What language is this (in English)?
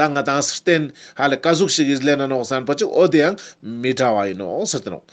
Ladakhi